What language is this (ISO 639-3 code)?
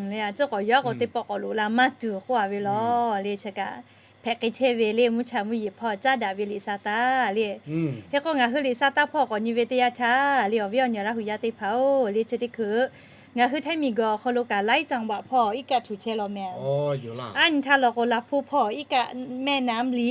lhu